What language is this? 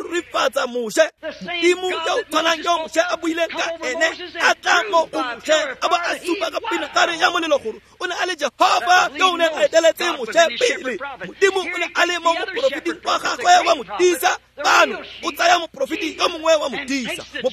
Tswana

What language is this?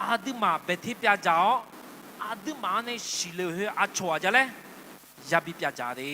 Akha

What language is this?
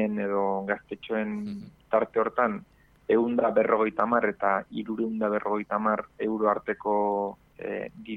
Basque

